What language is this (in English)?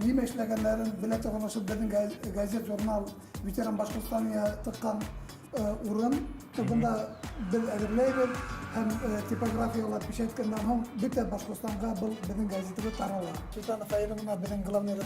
Bashkir